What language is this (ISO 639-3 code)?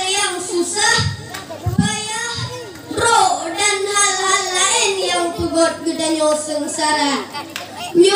ace